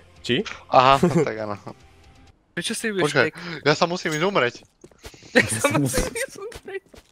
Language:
Slovak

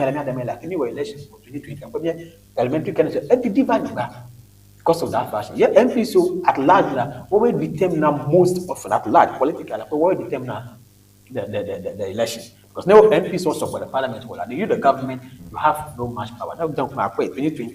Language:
Ewe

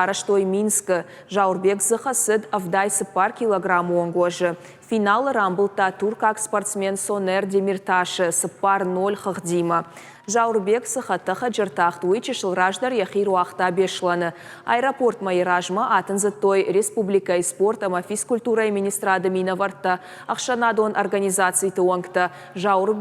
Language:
Ossetic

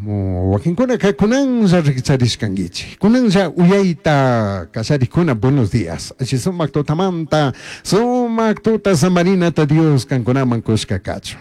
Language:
Chimborazo Highland Quichua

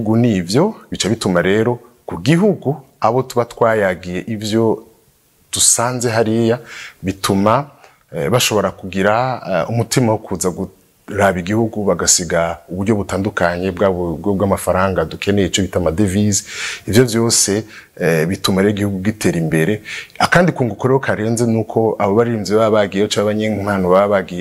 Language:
Rundi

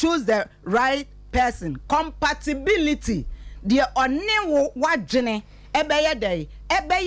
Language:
Akan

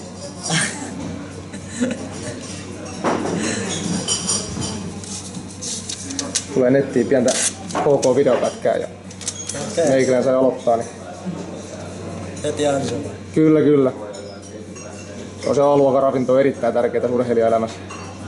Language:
Finnish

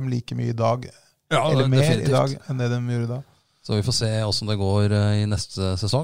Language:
Norwegian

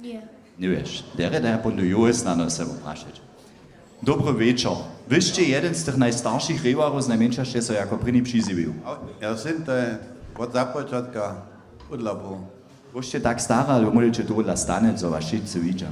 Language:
Upper Sorbian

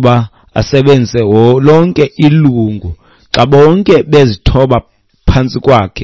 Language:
Xhosa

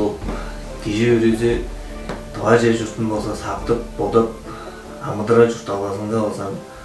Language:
Tuvinian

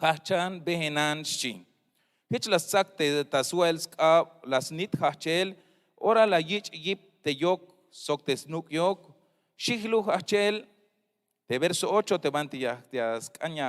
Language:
Tzeltal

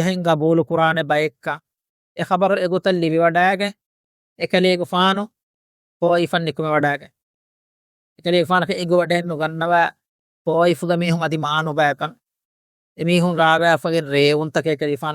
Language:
Divehi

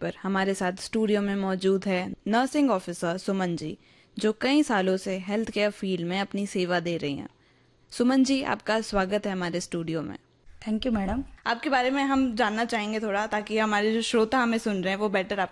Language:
Hindi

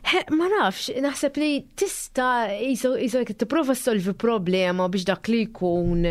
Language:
Maltese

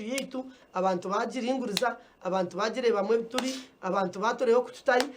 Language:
Nyankole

